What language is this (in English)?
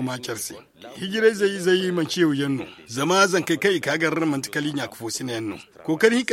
Zarma